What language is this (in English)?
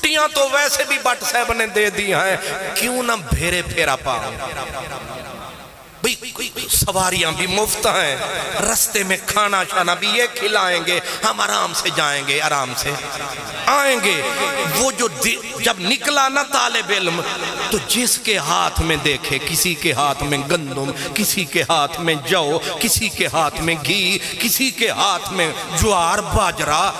Urdu